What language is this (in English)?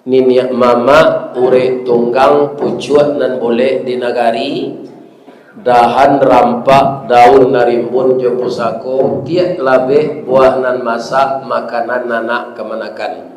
Minangkabau